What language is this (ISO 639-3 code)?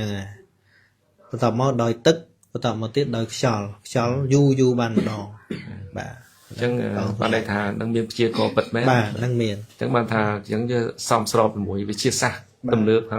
khm